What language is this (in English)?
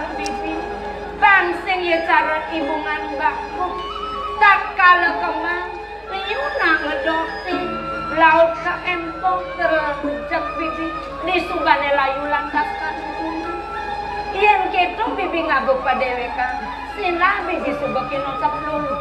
Balinese